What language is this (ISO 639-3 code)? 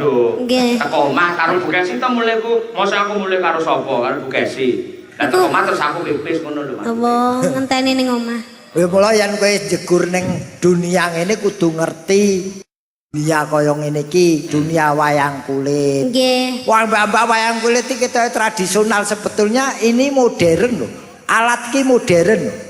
jav